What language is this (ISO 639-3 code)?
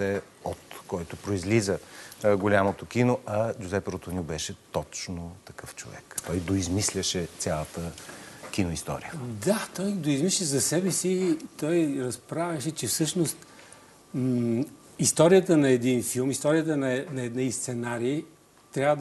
bul